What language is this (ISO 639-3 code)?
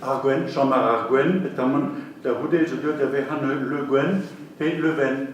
bre